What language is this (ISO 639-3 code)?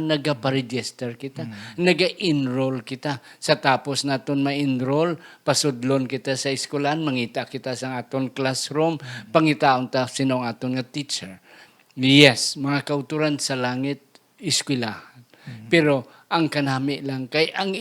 hil